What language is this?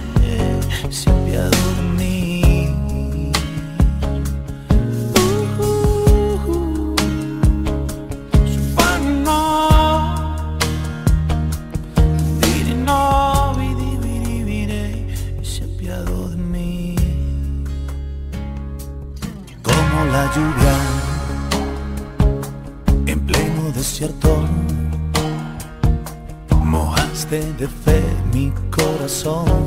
Spanish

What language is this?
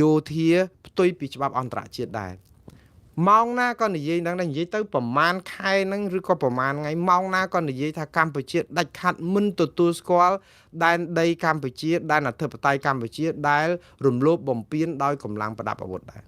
Khmer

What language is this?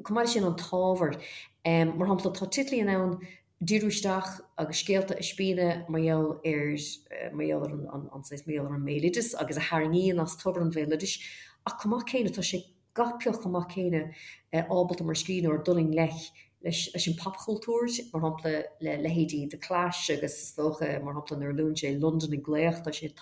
Irish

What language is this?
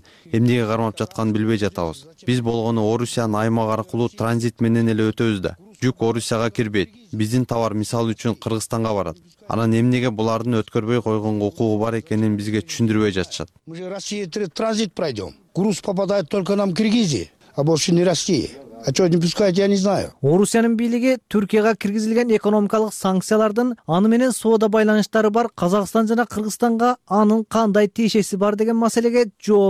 Kyrgyz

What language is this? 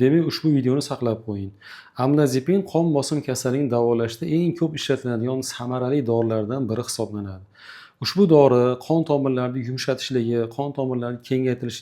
Uzbek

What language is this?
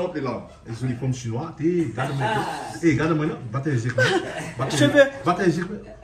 Réunion Creole French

